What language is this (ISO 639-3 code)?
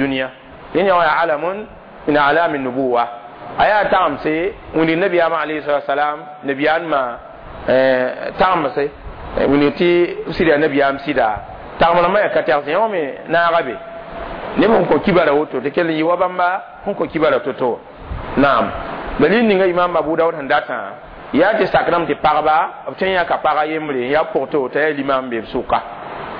mos